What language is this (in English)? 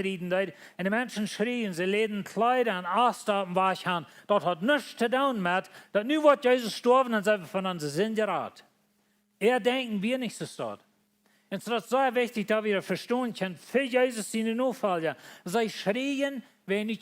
Plautdietsch